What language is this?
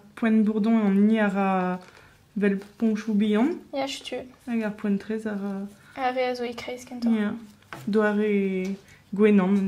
Breton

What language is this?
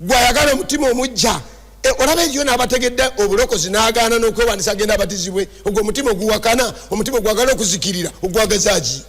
Ganda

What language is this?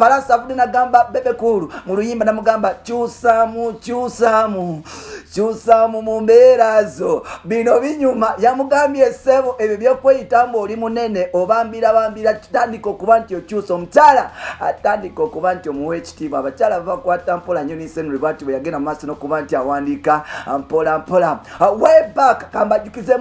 Ganda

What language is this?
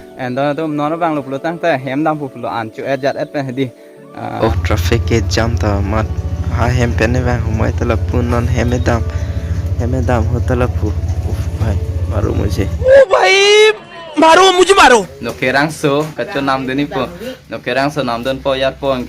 Karbi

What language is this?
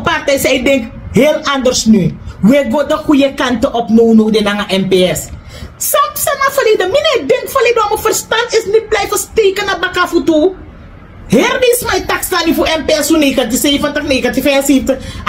Sranan Tongo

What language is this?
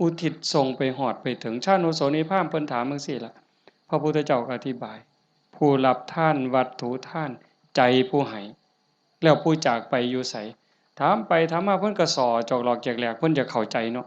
Northeastern Thai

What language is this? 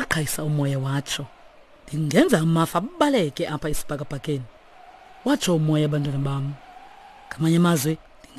Xhosa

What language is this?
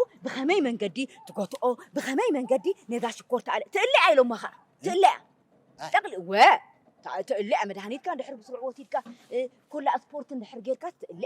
Tigrinya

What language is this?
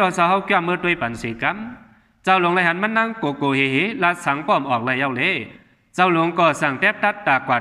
Shan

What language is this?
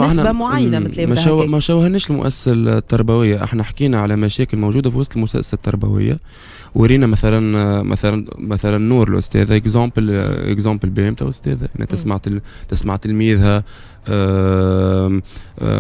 Tunisian Arabic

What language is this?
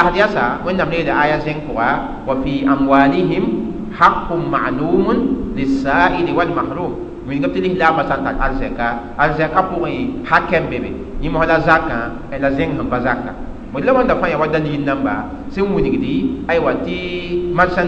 Mossi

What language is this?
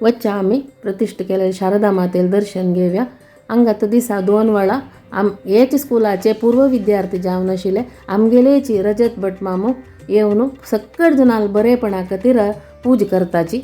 Konkani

